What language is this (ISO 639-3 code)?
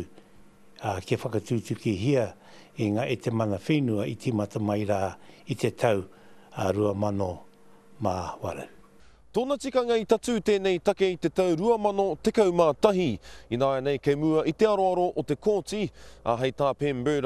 mri